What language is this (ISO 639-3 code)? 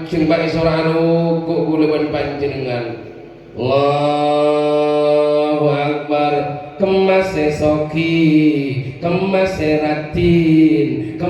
mad